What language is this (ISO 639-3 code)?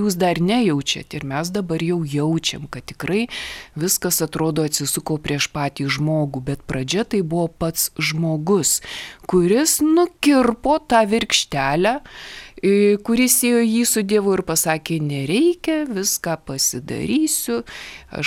lit